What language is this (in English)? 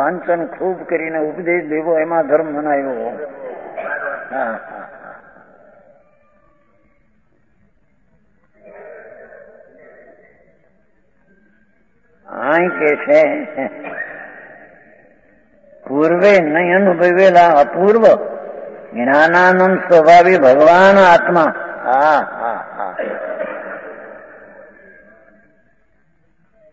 Gujarati